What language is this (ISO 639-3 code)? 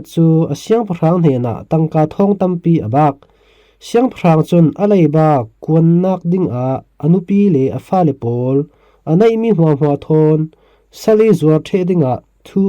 cfm